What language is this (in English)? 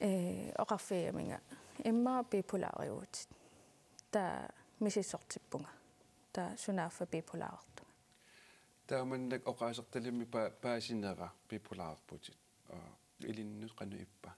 Kalaallisut